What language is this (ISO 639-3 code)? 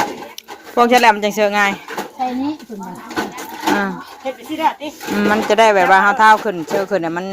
tts